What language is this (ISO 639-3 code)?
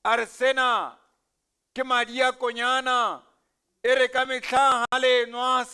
sot